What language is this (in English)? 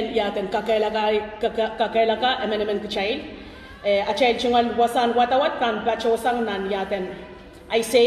Pohnpeian